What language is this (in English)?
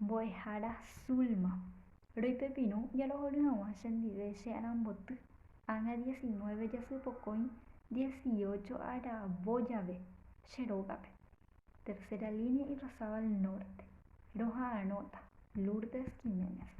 Guarani